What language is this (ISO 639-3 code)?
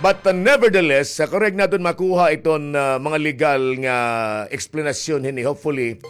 war